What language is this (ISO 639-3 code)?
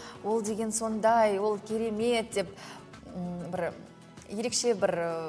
kaz